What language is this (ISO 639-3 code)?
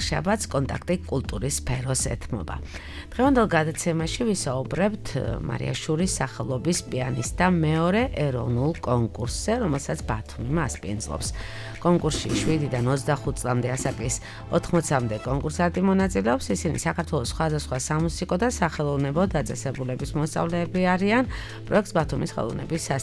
kat